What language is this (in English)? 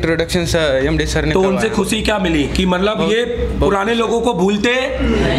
Hindi